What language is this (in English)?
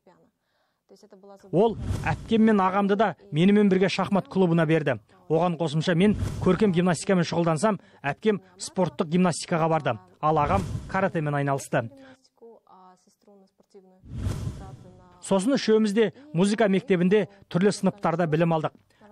Kazakh